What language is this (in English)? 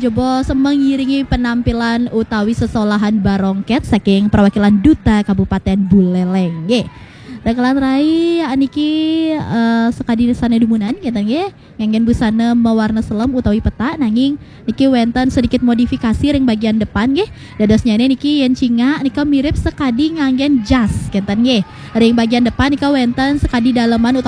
Balinese